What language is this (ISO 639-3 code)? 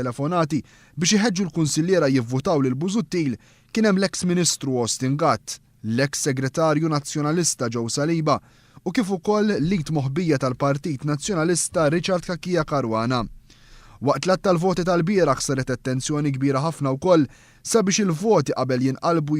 mlt